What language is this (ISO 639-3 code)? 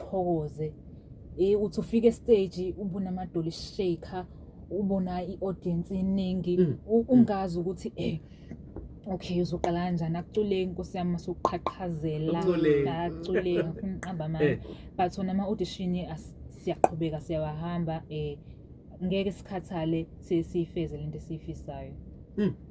zul